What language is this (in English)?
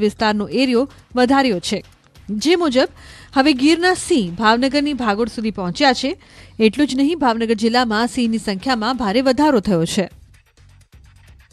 Gujarati